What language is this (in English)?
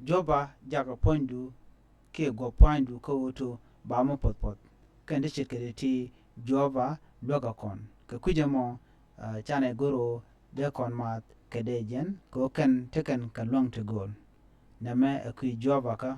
Nuer